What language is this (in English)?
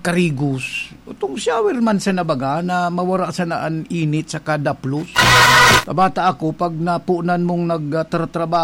Bikol